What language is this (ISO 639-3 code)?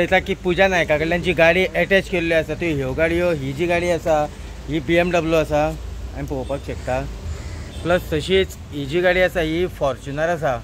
kok